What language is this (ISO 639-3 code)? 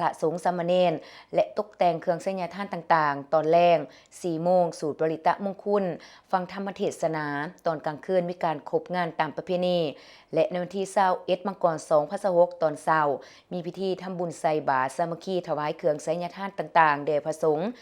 lao